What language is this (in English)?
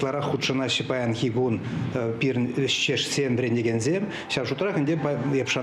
Chuvash